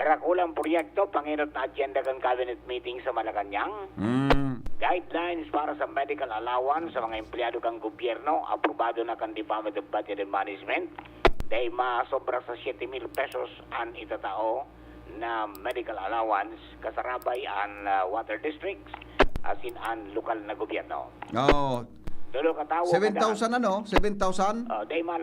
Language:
Bikol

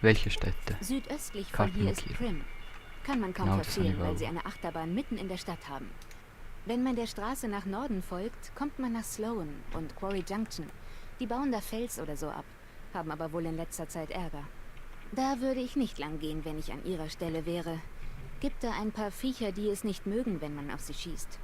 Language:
Swiss German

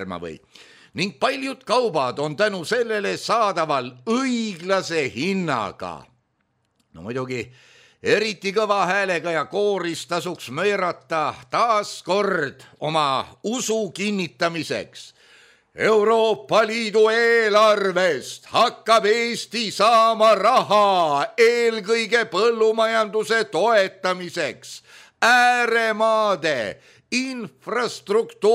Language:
Estonian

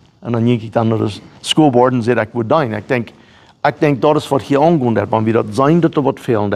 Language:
Plautdietsch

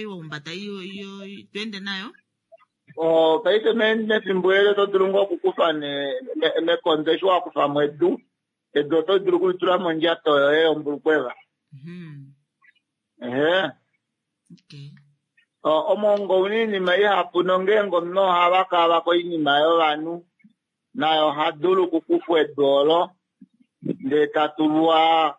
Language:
Kuanyama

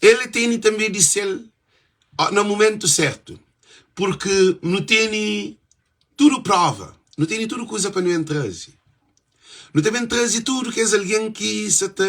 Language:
Kabuverdianu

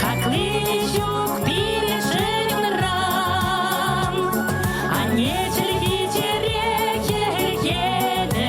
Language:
Chuvash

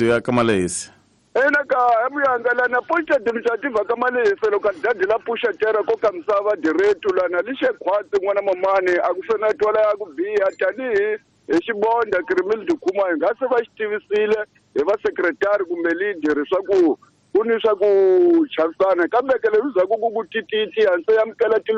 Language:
Tsonga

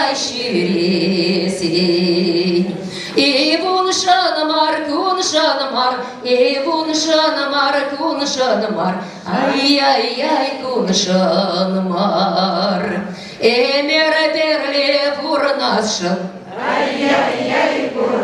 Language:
Chuvash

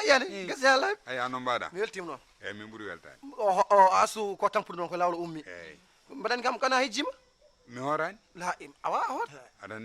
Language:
Fula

